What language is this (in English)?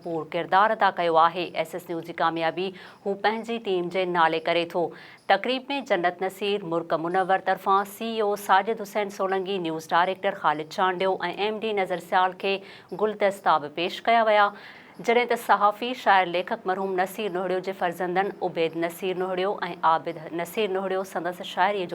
Sindhi